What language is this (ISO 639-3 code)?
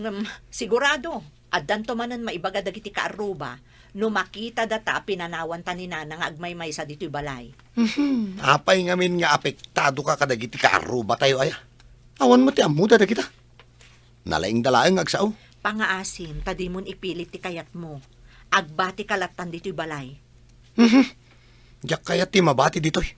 ilo